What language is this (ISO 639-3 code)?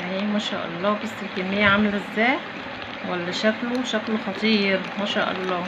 arz